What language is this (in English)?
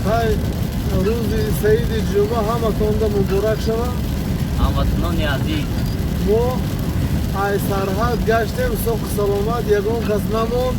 Tajik